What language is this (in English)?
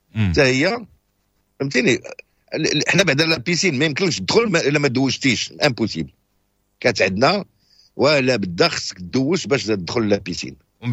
Moroccan Arabic